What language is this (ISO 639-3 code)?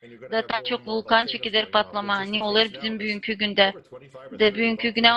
gag